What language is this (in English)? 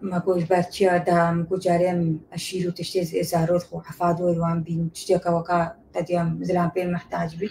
Kurdish